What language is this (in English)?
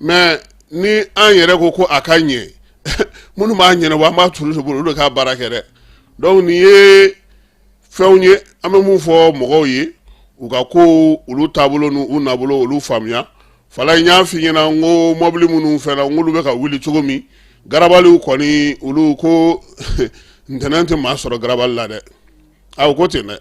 Bambara